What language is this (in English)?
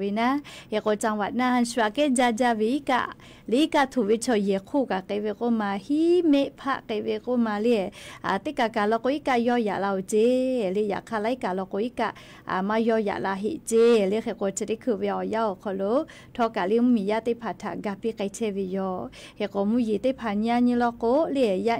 Lahu